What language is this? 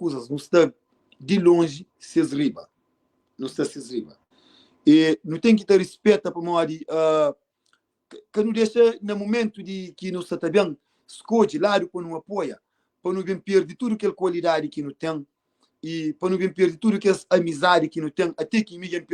Kabuverdianu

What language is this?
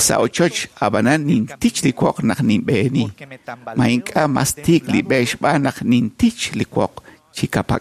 Kekchí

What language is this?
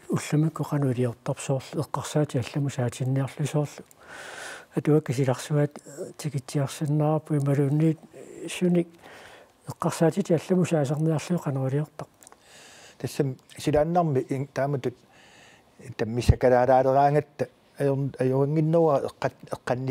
Kalaallisut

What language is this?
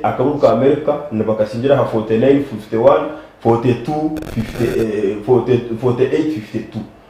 Nyankole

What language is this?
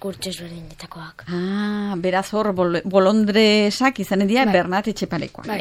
Basque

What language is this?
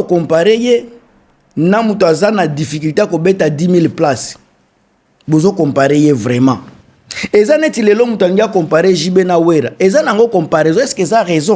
Lingala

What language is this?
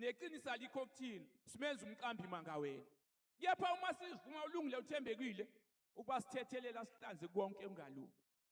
Zulu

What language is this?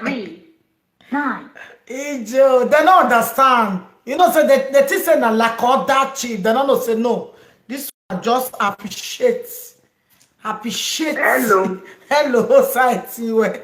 Nigerian Pidgin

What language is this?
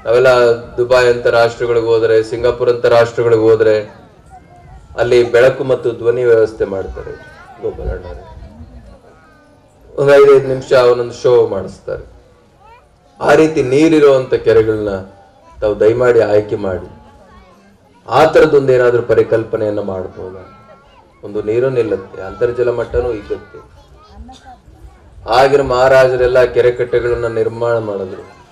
Kannada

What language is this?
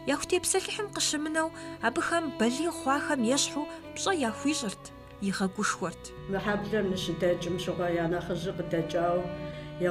Kabardian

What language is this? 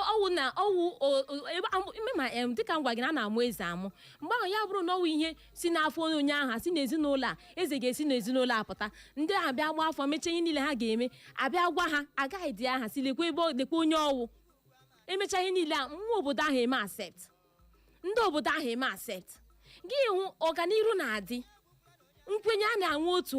Igbo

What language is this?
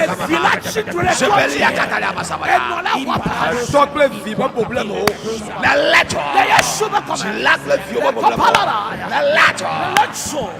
Ewe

